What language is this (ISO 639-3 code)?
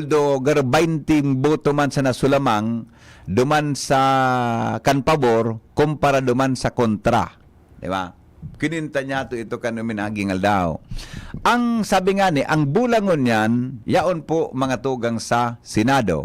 bik